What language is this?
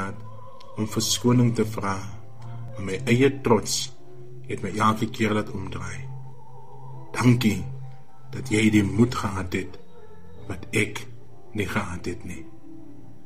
Afrikaans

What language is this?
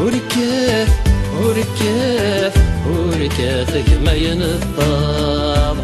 Kabyle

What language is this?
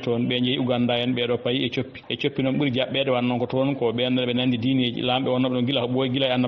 Fula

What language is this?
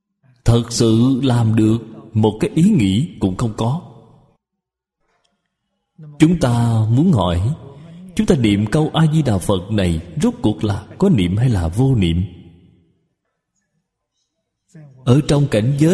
Vietnamese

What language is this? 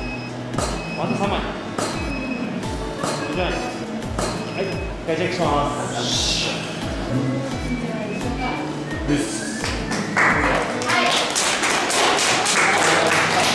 Japanese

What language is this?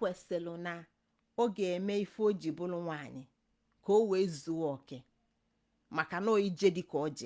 Igbo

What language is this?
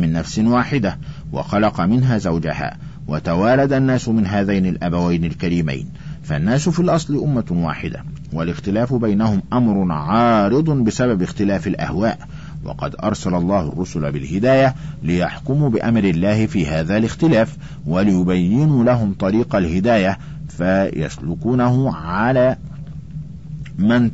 Arabic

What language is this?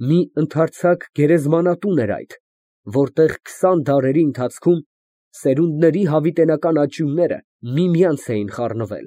Armenian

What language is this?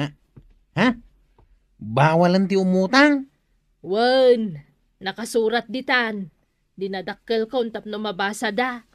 Iloko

